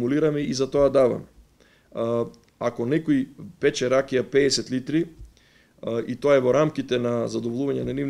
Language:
Macedonian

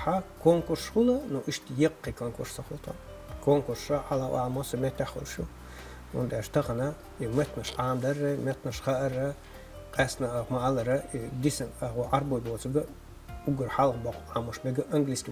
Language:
Chechen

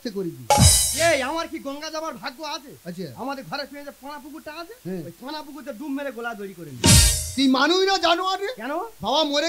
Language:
Bangla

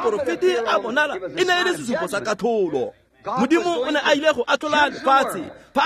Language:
Tswana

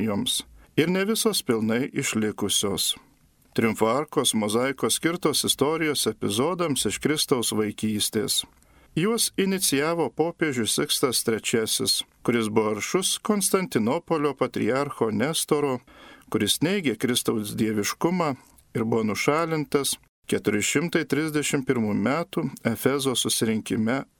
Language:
Lithuanian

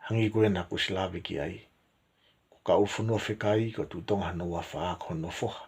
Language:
Tongan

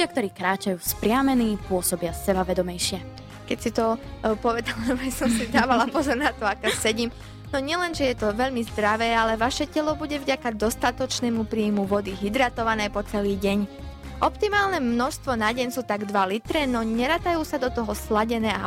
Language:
Slovak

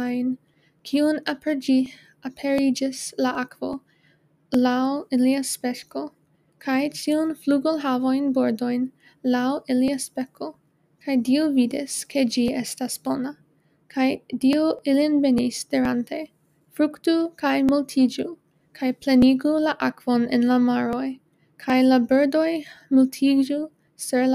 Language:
Esperanto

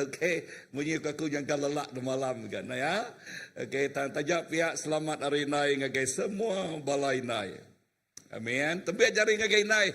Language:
Iban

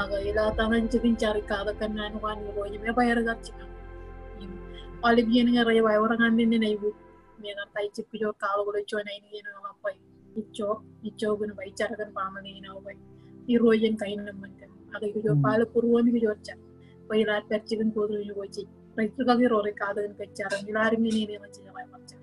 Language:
Marshallese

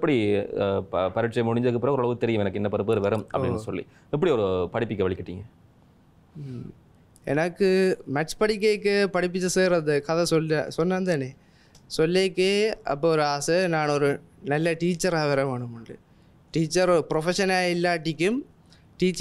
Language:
Tamil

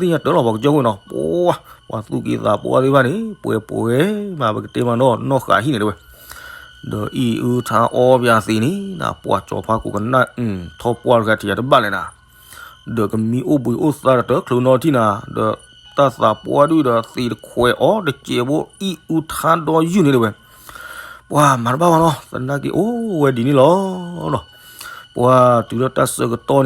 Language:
S'gaw Karen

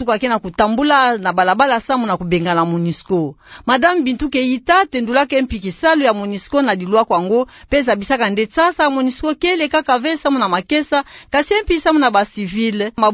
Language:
Kituba (Democratic Republic of Congo)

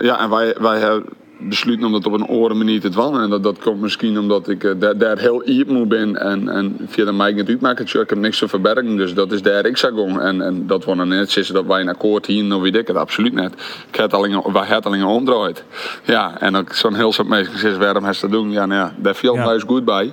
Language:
Western Frisian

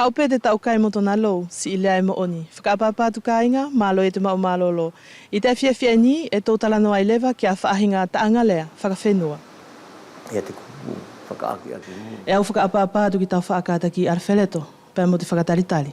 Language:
Wallisian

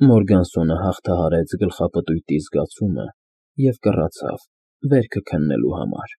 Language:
Armenian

